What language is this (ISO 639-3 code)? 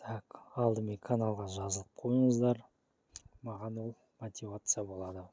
kaz